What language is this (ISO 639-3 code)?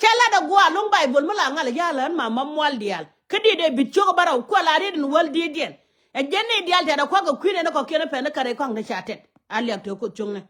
nus